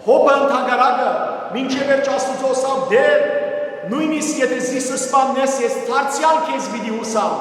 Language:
Western Armenian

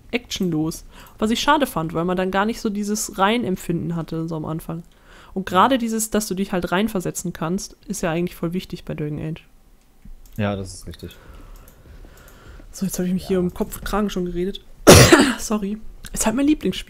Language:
German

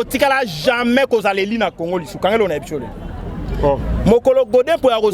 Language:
Lingala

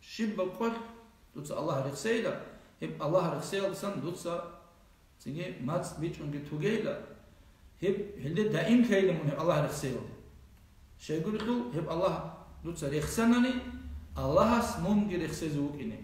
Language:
Avaric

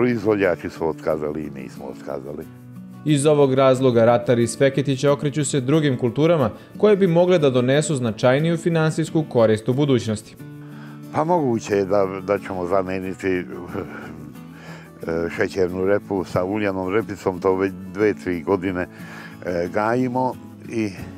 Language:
Serbian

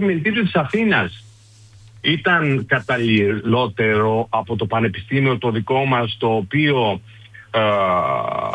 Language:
Greek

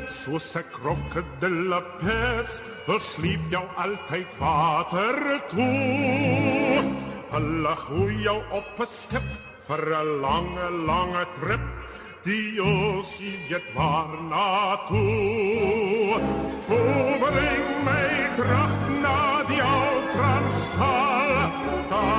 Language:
Afrikaans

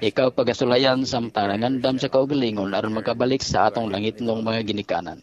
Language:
Cebuano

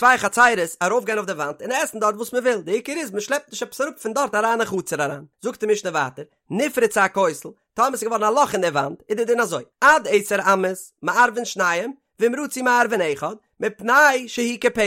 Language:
Yiddish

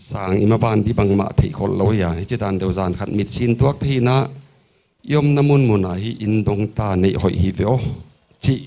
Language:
Paite Chin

